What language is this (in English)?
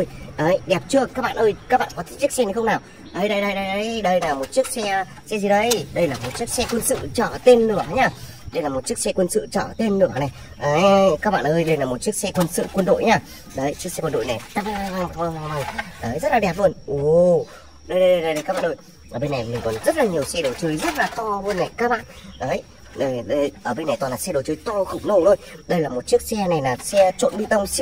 Vietnamese